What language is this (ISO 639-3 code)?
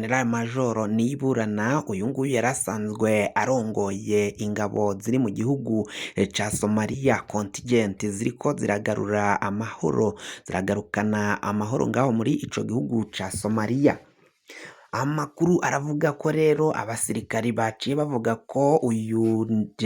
run